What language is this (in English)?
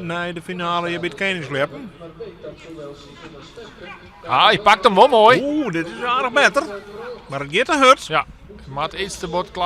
Western Frisian